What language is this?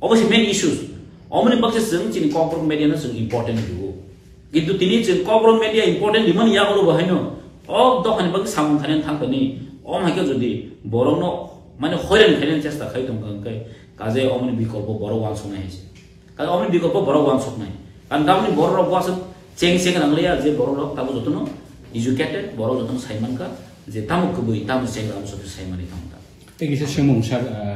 Kok Borok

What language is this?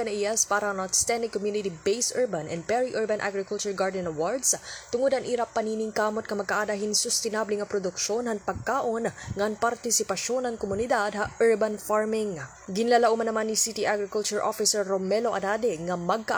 Waray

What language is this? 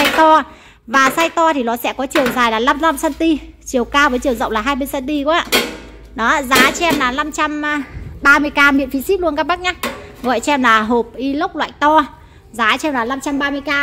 Vietnamese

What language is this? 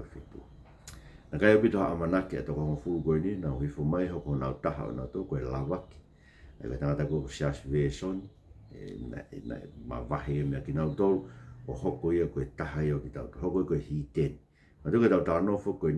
Tongan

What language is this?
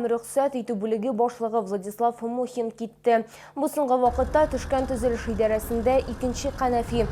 Tatar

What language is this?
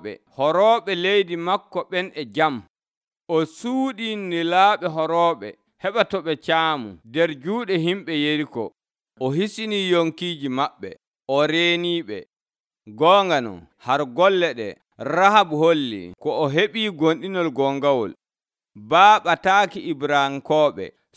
Nigerian Fulfulde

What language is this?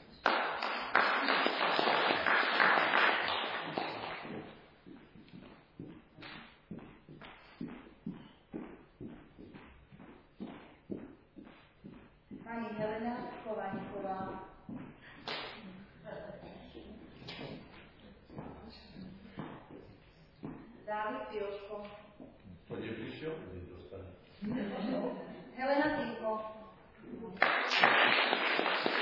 Slovak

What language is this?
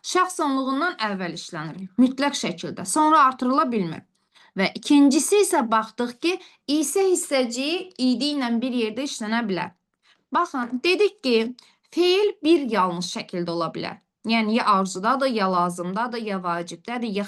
Azerbaijani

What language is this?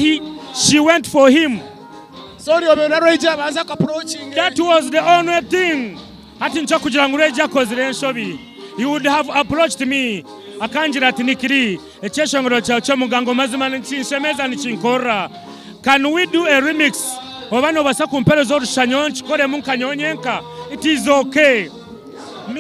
Nyankole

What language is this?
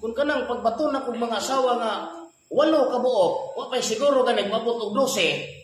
Cebuano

